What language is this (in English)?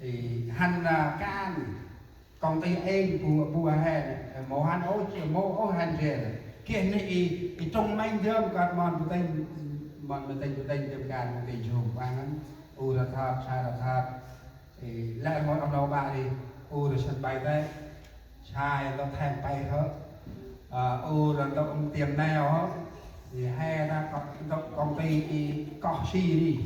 Central Mnong